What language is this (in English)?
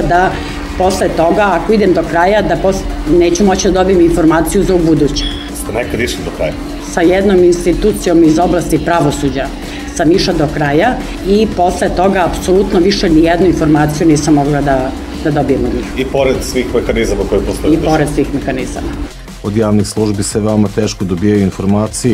Serbian